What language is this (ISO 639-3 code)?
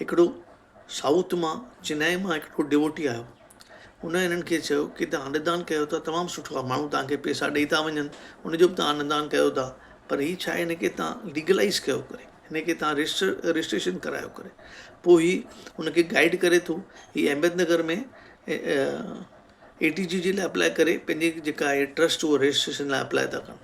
snd